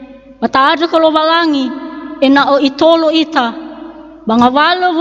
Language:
Nias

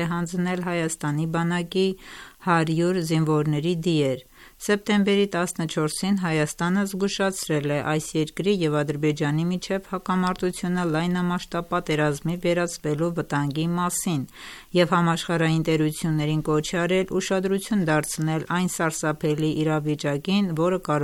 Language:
Armenian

